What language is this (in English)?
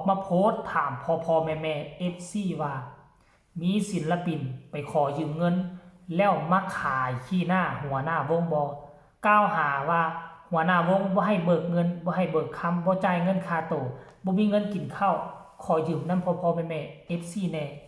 Northeastern Thai